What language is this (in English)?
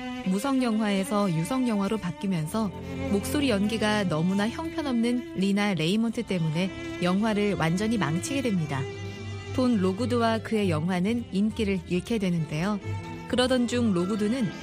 Korean